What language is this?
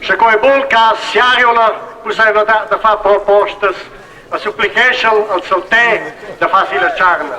Romansh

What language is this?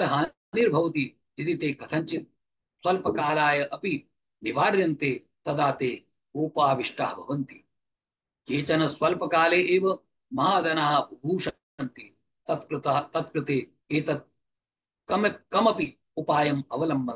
Sanskrit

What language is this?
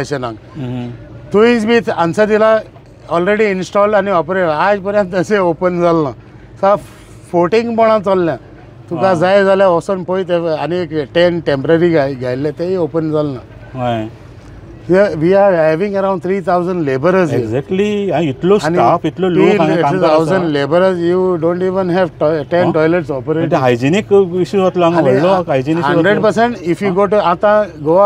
Konkani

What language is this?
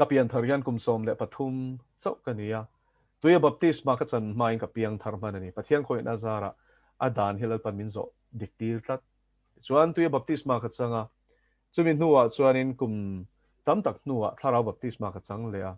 Mizo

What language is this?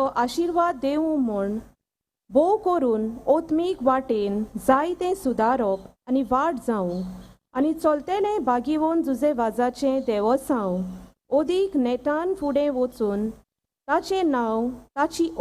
Konkani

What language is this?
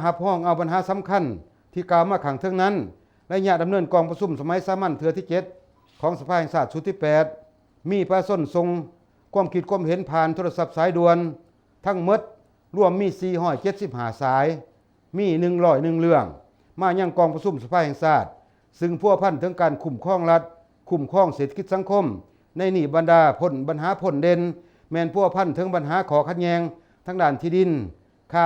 Lao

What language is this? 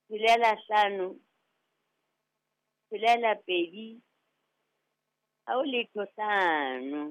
Southern Sotho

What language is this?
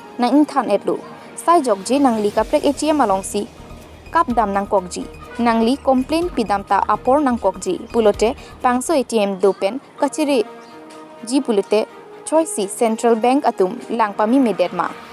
Karbi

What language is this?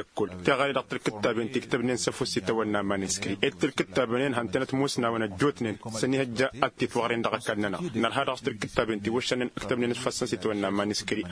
Tamasheq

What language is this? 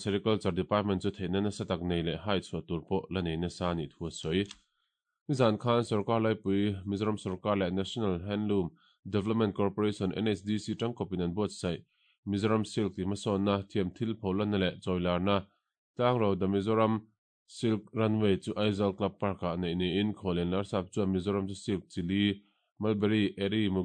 Mizo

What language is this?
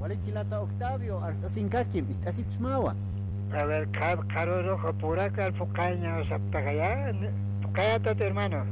Aymara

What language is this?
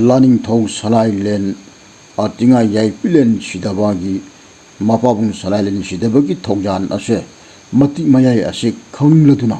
Manipuri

